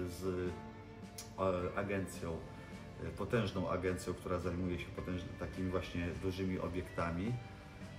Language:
Polish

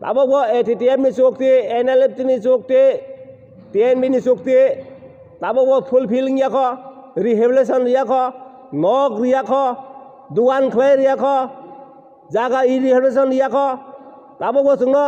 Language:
Kok Borok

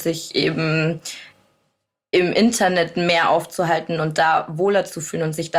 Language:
German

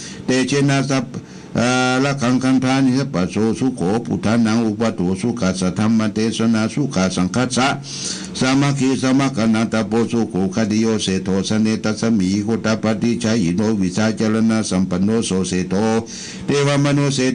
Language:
Pali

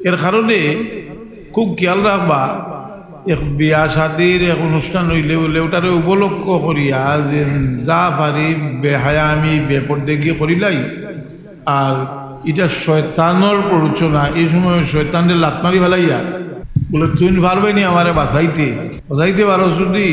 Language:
Sylheti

